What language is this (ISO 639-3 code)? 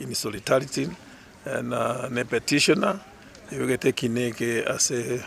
guz